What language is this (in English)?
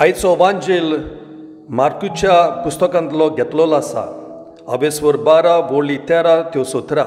Konkani